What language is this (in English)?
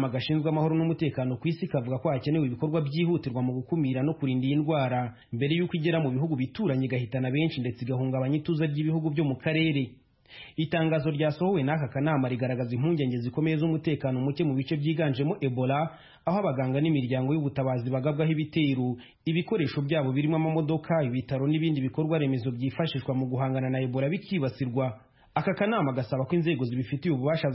Kinyarwanda